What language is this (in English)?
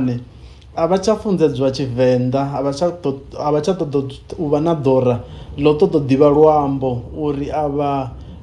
Venda